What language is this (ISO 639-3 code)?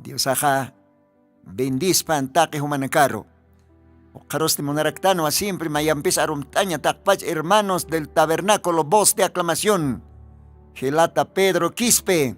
aym